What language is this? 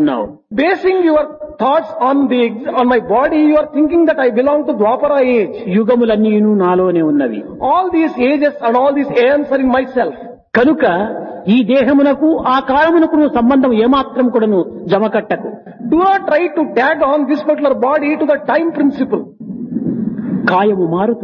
Telugu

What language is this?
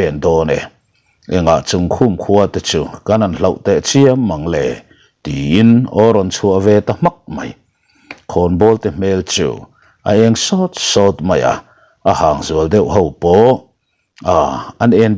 Mizo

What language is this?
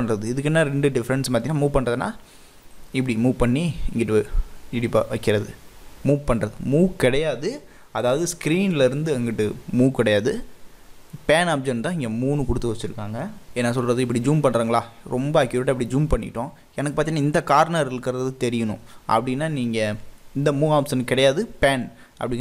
Tamil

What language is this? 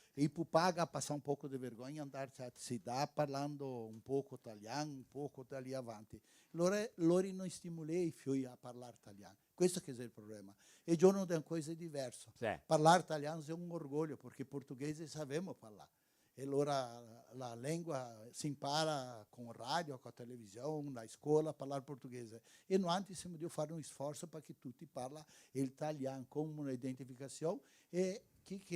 Venetian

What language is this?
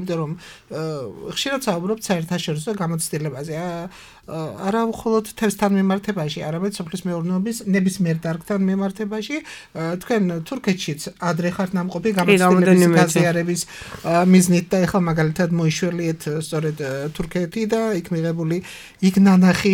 Georgian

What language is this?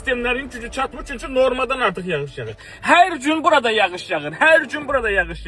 Azerbaijani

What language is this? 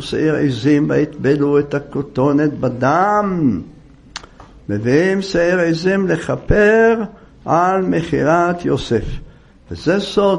Hebrew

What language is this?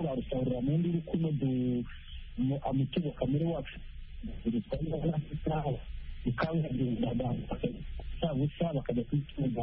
Kinyarwanda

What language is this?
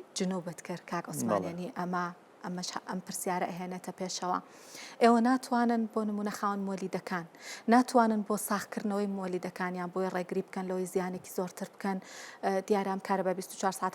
Central Kurdish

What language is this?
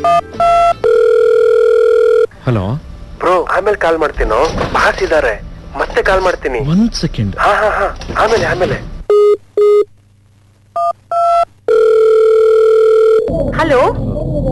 Kannada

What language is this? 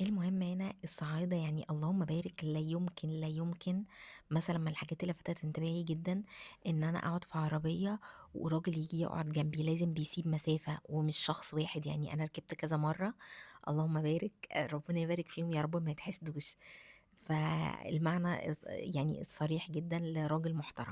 Egyptian Arabic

